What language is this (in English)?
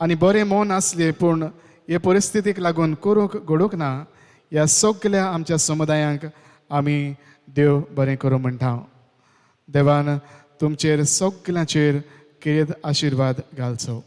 Konkani